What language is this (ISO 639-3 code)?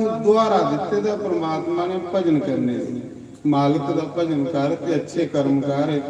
doi